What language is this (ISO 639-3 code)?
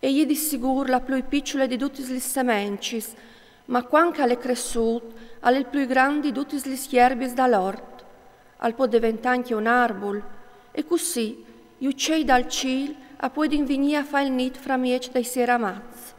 fur